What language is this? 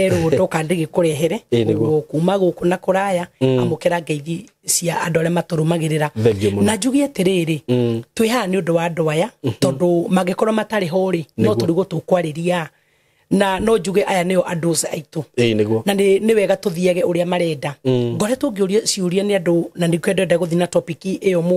Kikuyu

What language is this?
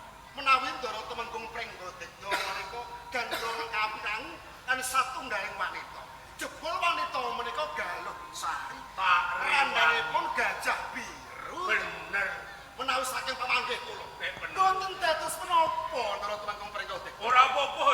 Javanese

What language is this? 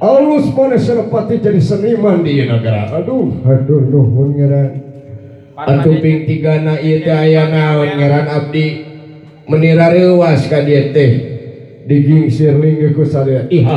Sundanese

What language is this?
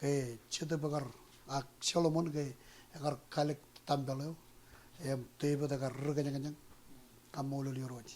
Marshallese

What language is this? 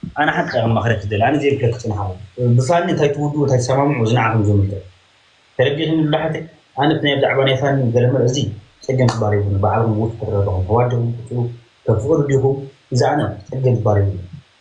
Tigrinya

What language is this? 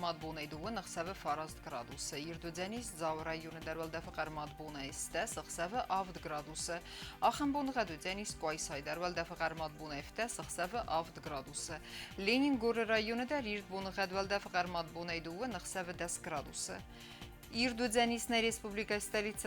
Ossetic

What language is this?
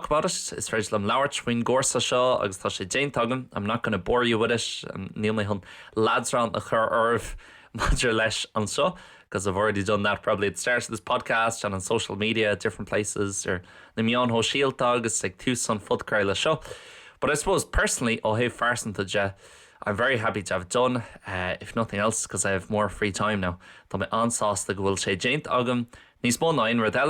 Irish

